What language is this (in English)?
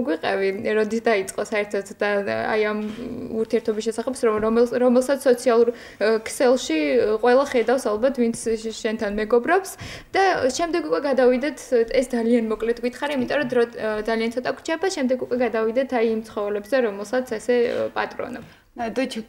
Georgian